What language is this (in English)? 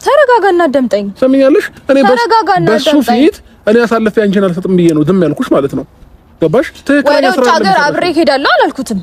Amharic